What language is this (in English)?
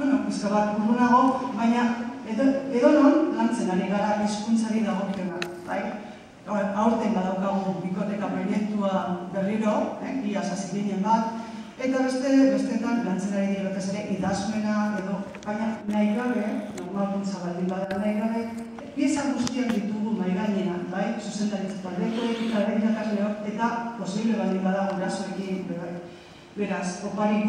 Basque